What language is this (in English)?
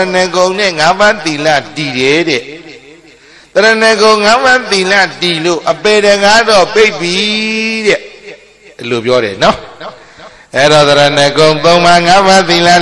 Burmese